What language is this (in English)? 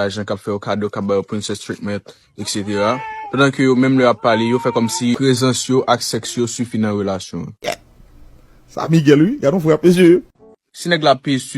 Haitian Creole